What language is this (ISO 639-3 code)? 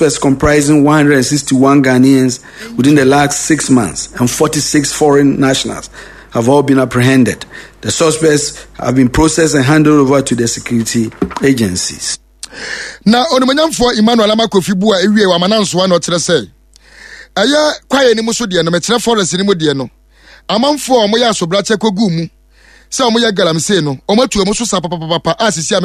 aka